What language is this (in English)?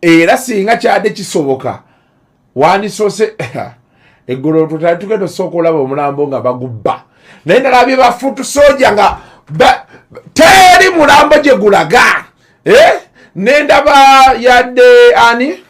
Ganda